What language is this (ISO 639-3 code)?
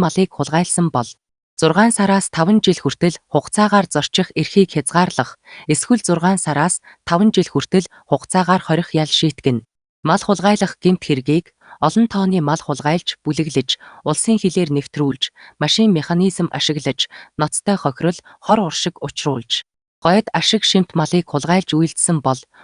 mon